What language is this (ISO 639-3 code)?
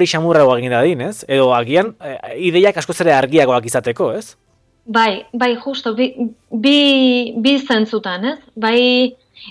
eus